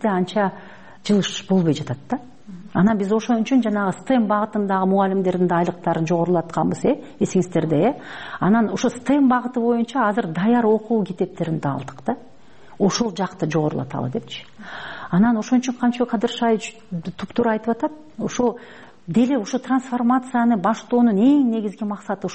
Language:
Kyrgyz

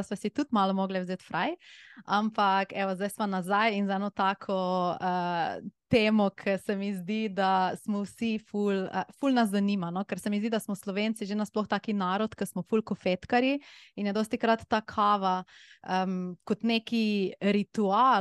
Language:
Slovenian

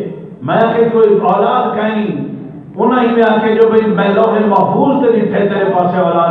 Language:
Saraiki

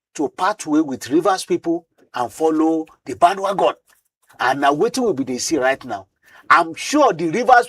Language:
Nigerian Pidgin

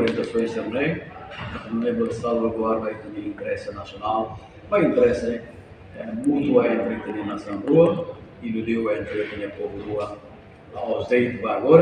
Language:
Tetum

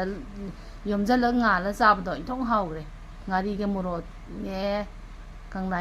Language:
Manipuri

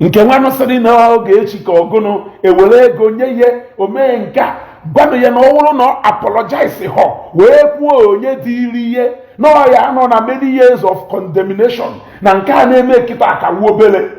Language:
Igbo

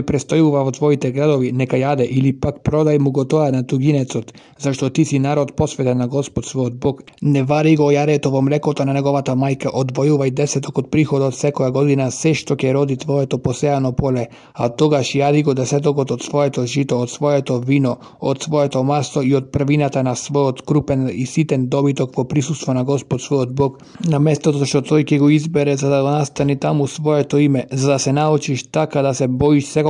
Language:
Macedonian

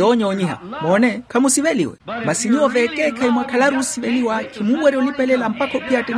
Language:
Makhuwa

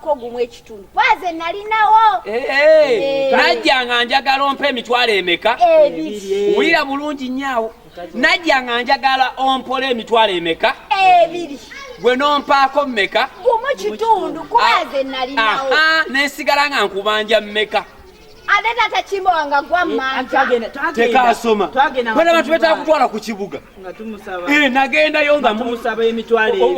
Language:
Ganda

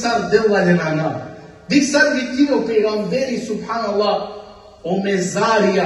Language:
Balkan Romani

